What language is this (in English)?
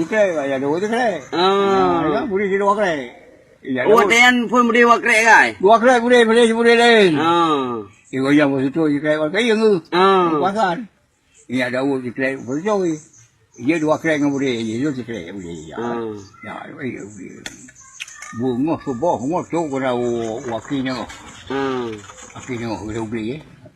Achinese